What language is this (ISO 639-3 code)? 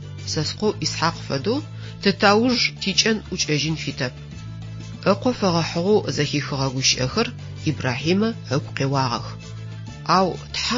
ady